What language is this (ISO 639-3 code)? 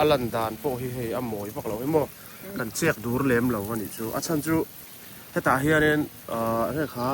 lus